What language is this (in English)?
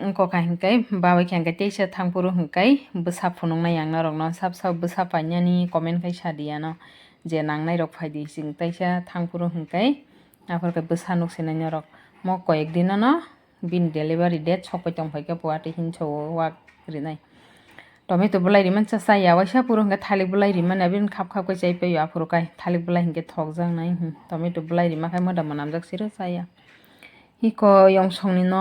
Kok Borok